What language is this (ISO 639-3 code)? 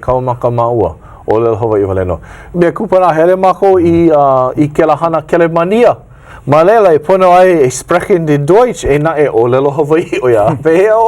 haw